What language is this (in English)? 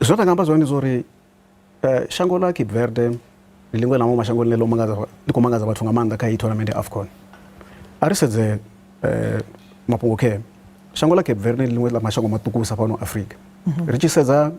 Venda